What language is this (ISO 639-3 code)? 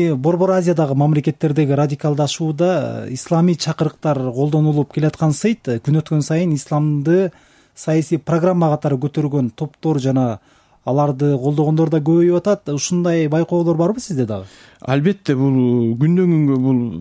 kir